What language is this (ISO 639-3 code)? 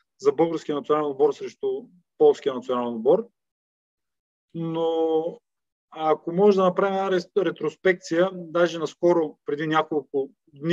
bul